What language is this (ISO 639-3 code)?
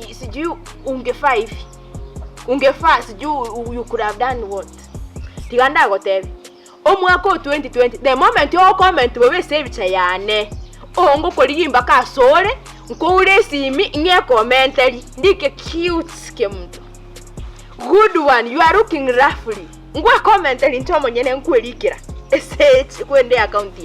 guz